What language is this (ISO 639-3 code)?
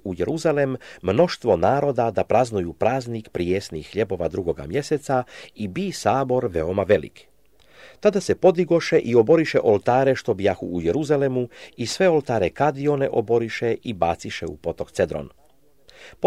hrv